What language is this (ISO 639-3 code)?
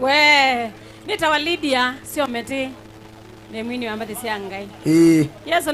kam